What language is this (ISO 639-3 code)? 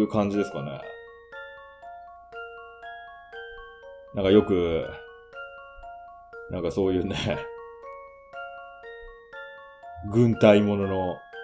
jpn